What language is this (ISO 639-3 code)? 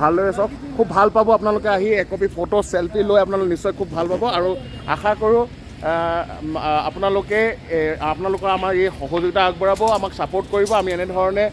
asm